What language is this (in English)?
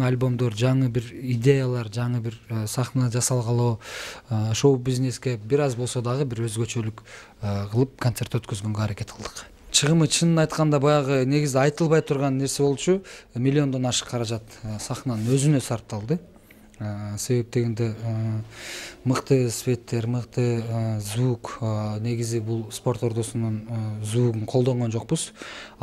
Kyrgyz